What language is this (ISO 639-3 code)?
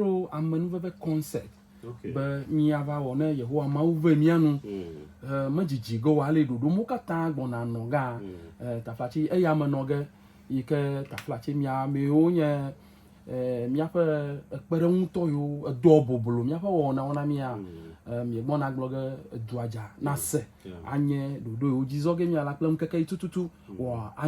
ewe